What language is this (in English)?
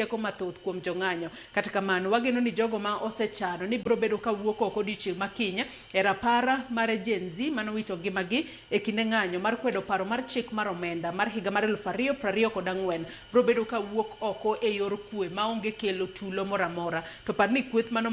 Luo (Kenya and Tanzania)